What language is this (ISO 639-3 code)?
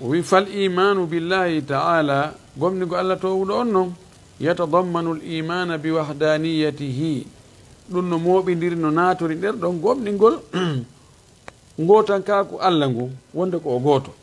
ful